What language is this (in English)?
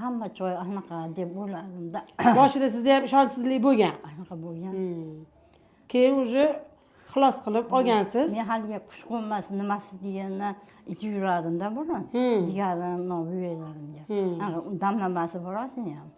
Uzbek